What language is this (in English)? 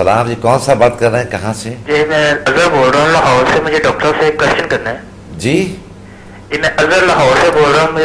Urdu